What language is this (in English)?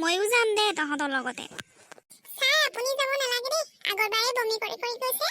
Assamese